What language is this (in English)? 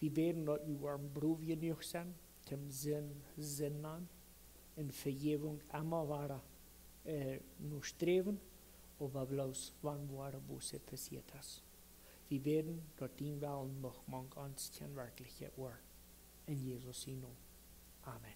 Plautdietsch